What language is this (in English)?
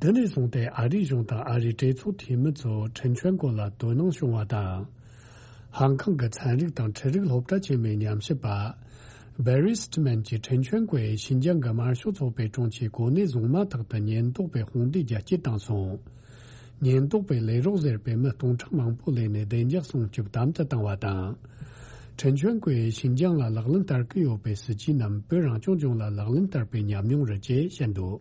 Tibetan